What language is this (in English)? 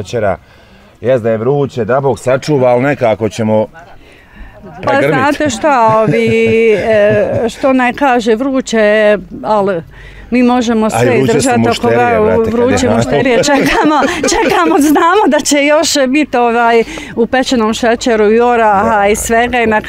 Bosnian